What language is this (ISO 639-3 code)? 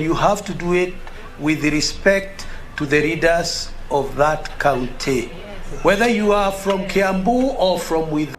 guz